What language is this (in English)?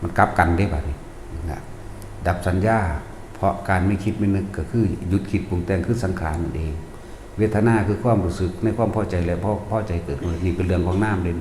Northeastern Thai